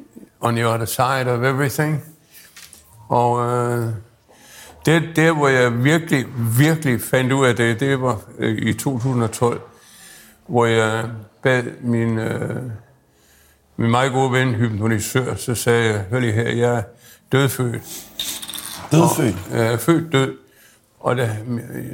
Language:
Danish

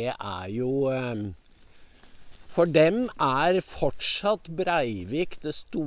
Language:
Norwegian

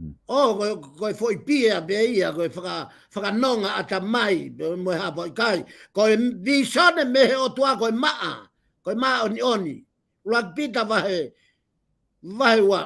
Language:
Tongan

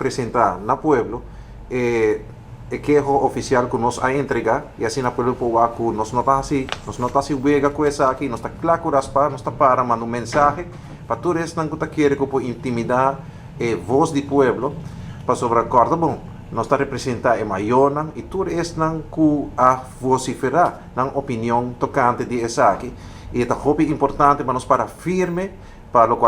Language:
Papiamento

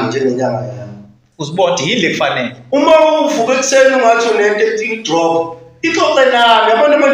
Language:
Zulu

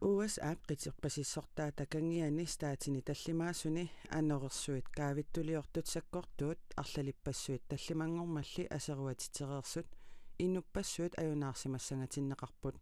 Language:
Kalaallisut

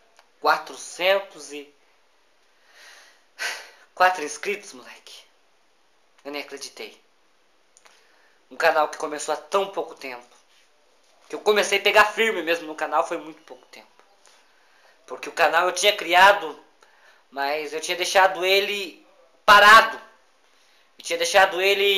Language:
Portuguese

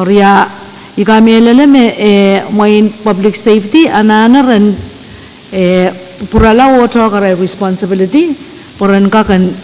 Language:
Pohnpeian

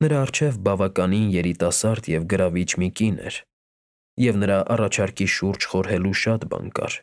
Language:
Armenian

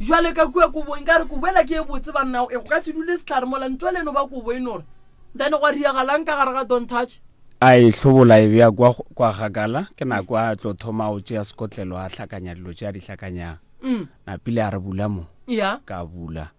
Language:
Northern Sotho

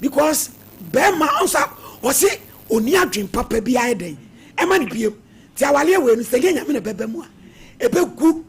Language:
Akan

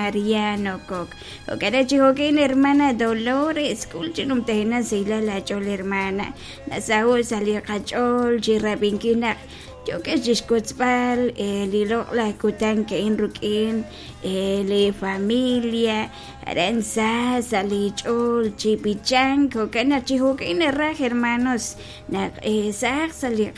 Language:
Kekchí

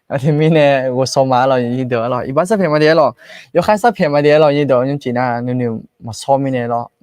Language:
Akha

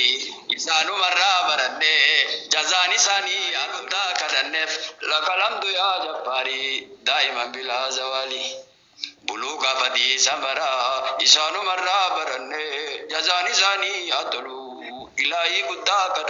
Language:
Oromo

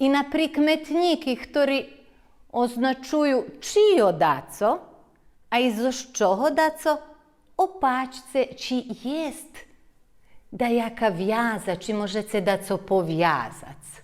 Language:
Rusyn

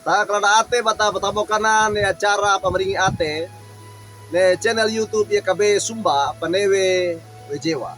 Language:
Wejewa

